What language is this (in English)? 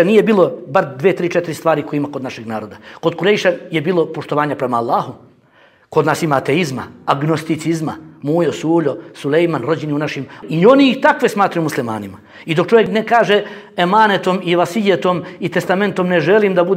Bosnian